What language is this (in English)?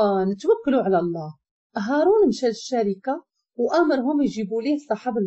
Moroccan Arabic